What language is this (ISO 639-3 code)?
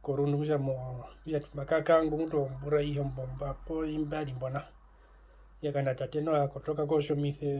her